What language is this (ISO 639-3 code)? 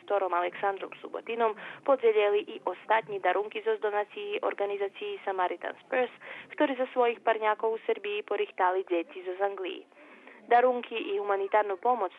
rue